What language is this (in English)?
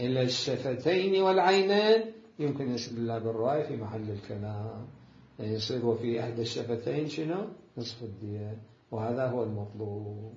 Mesopotamian Arabic